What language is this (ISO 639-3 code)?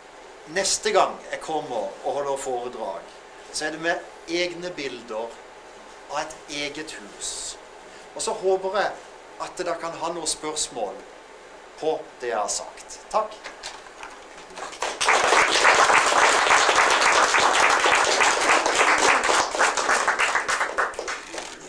nor